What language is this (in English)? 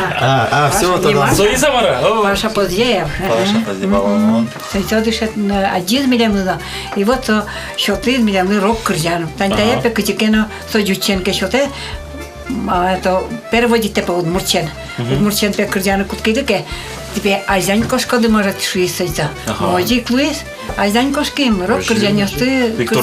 Udmurt